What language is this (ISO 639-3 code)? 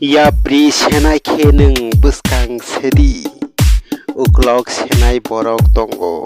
trp